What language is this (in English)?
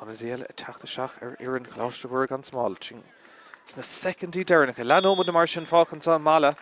Irish